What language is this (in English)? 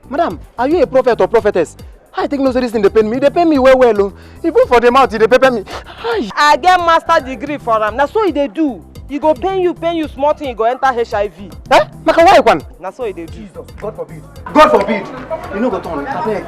Nigerian Pidgin